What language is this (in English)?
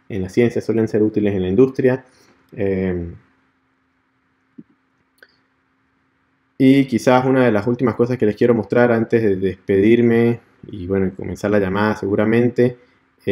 Spanish